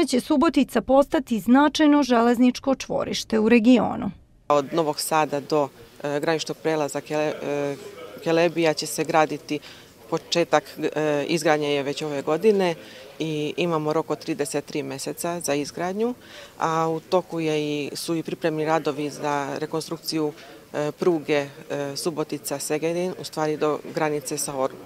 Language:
Serbian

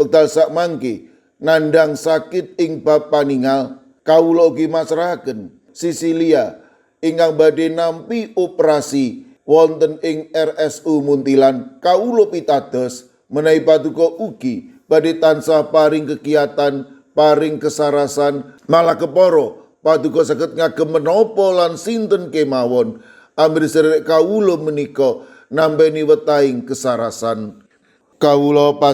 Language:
Javanese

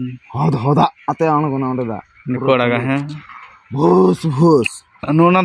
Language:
Santali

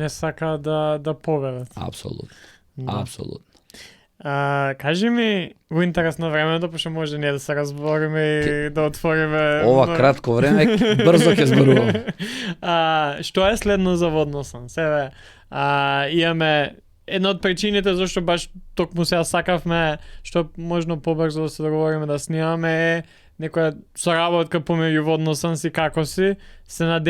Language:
Macedonian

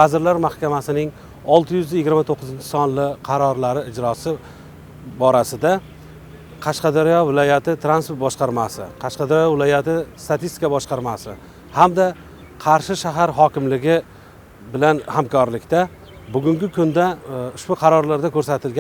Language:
Uzbek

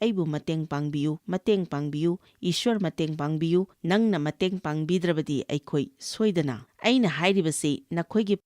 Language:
Manipuri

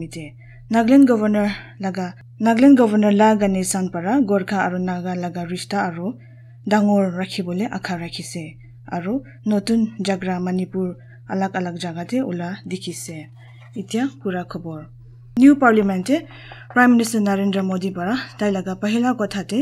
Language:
Naga Pidgin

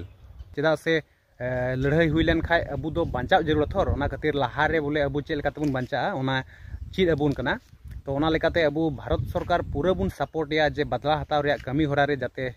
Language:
Santali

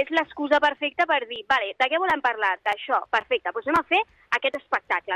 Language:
Catalan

